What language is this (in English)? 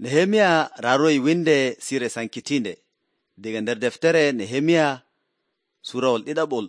Nigerian Fulfulde